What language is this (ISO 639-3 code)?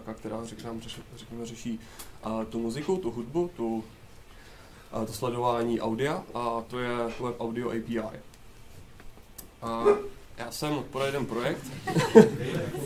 ces